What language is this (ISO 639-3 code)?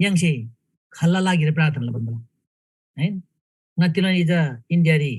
taj